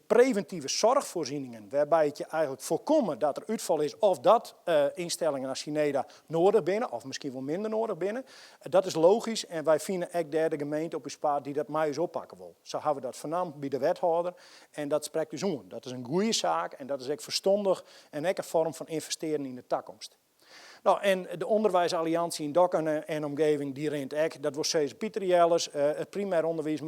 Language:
Western Frisian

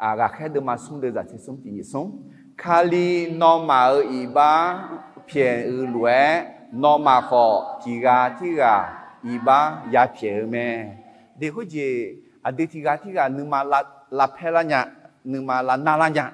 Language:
Akha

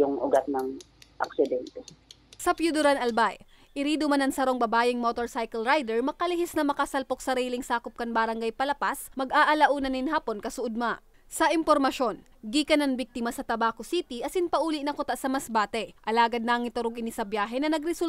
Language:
Bikol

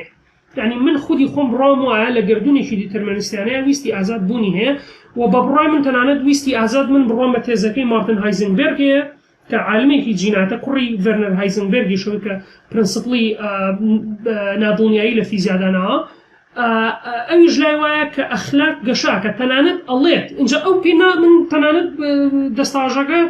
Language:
Central Kurdish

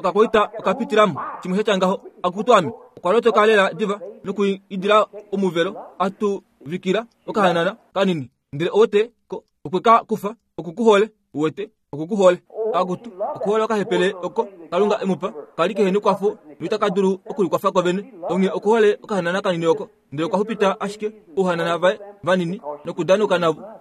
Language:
Kuanyama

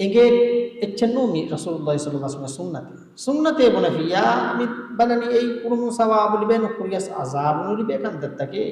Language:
Divehi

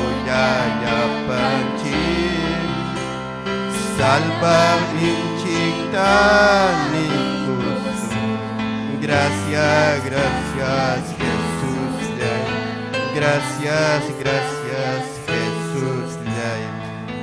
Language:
Ayacucho Quechua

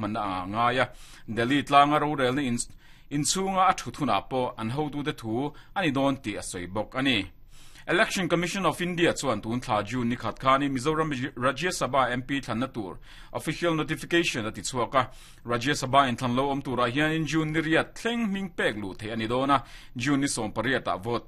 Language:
Mizo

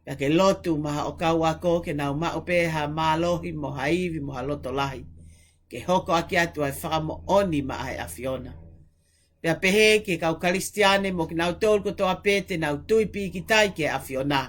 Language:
Tongan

